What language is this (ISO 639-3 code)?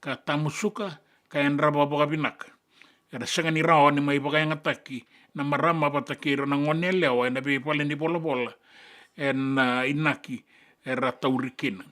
fij